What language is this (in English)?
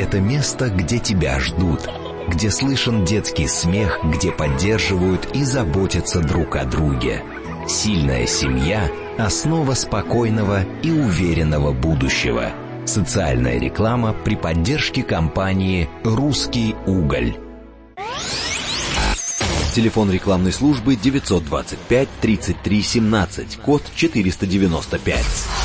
Russian